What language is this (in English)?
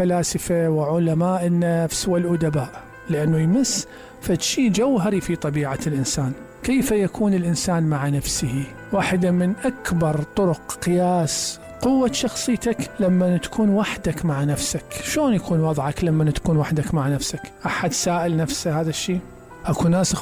Mesopotamian Arabic